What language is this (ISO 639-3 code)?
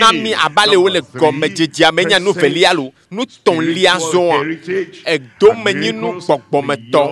ewe